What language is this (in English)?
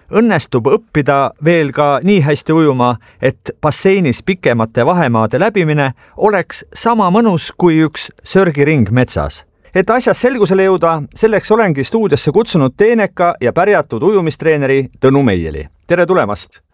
Estonian